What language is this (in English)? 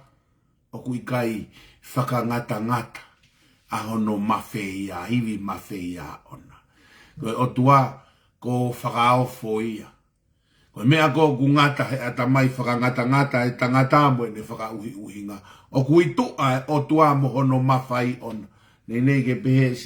Tongan